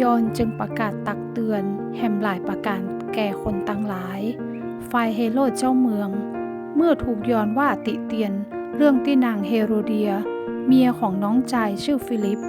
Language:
Northern Thai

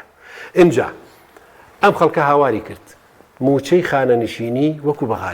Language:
Central Kurdish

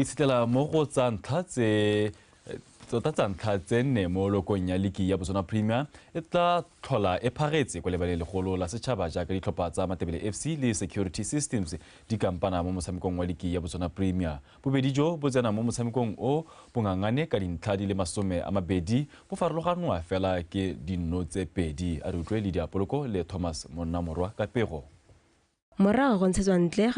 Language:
Tswana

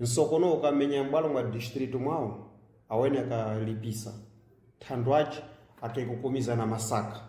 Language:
Sena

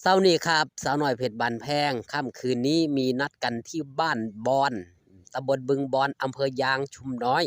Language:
Northeastern Thai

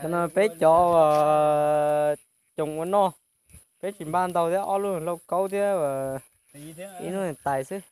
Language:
Hmong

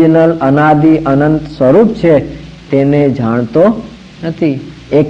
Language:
Gujarati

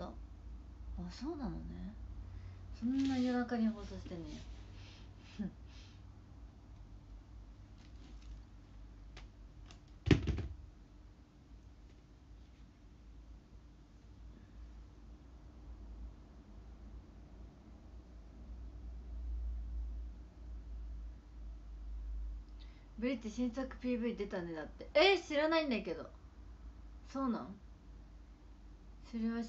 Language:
Japanese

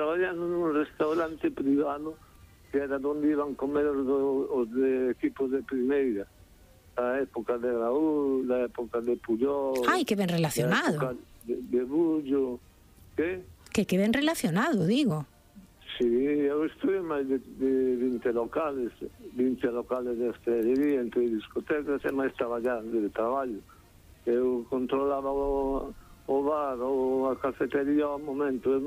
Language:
Galician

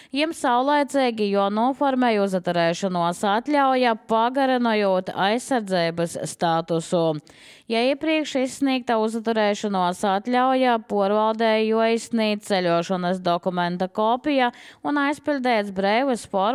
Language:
Latvian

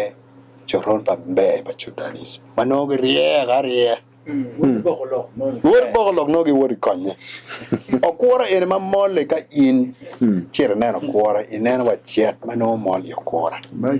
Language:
Acoli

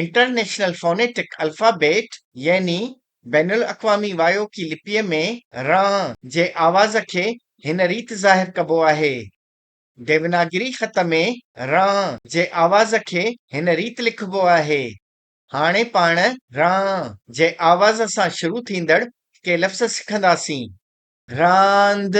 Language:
Sindhi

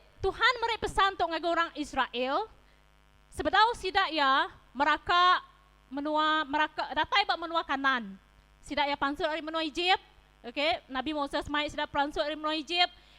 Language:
Iban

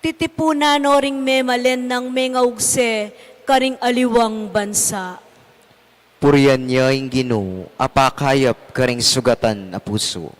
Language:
Pampanga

